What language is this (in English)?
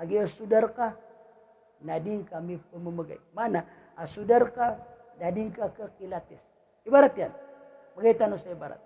Maranao